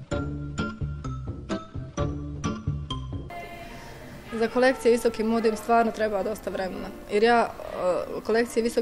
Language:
Bosnian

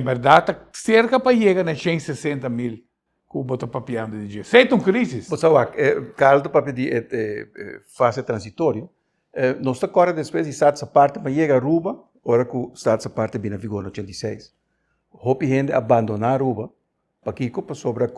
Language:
Papiamento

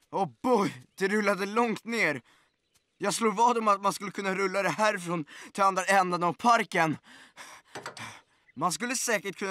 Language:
Swedish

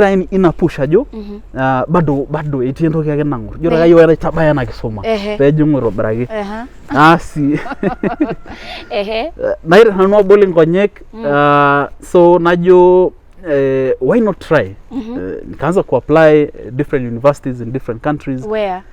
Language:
Masai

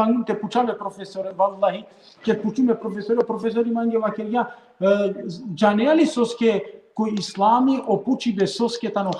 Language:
Balkan Romani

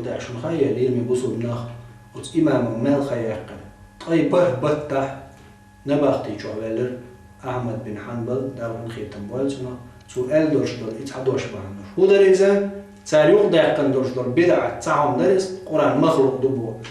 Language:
Chechen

